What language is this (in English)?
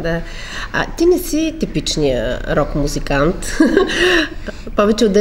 Bulgarian